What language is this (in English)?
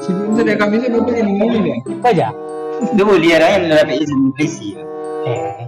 Minangkabau